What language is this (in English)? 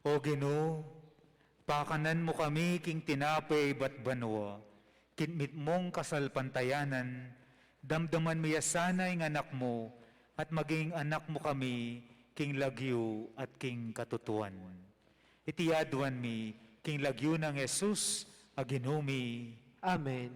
Pampanga